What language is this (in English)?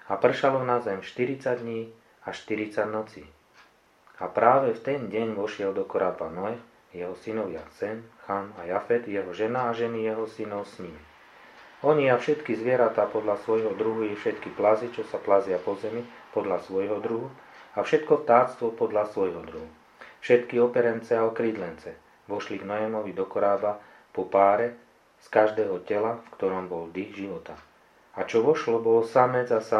Slovak